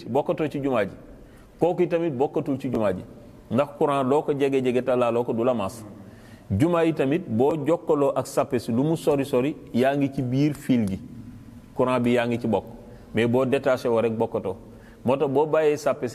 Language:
Wolof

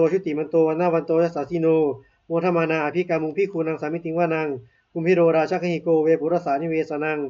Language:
Pali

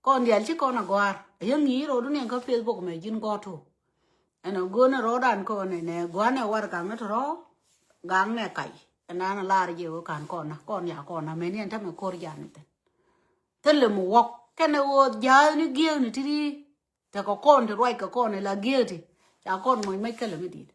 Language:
Nuer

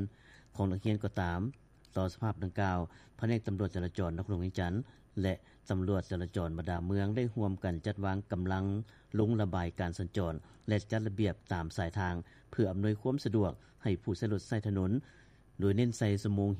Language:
Lao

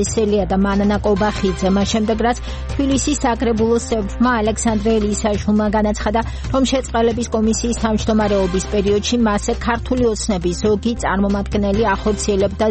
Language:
Georgian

